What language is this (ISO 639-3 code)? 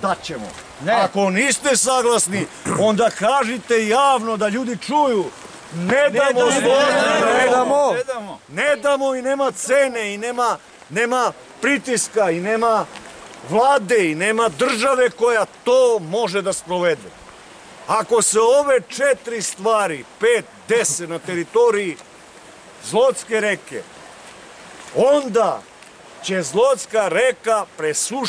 srp